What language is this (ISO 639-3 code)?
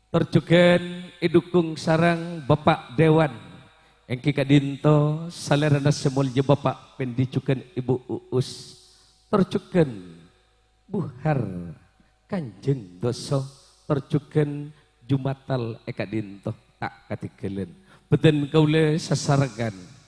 mad